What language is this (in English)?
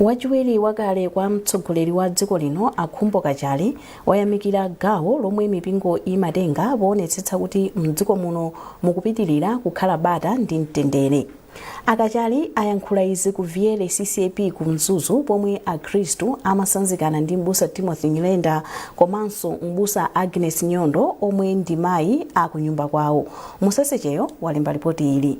Nyanja